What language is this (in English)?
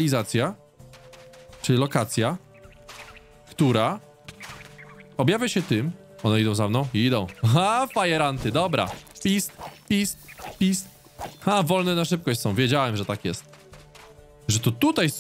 Polish